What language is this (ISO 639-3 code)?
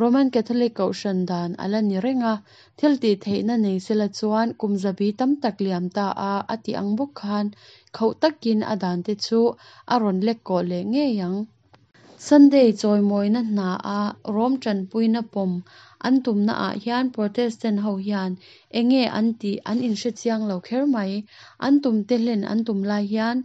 lus